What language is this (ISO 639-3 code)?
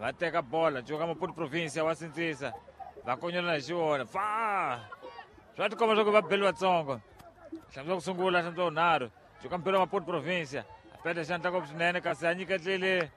tso